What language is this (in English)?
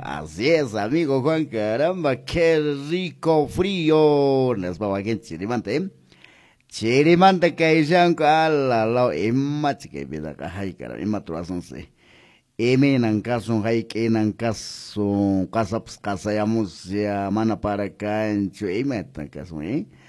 Quechua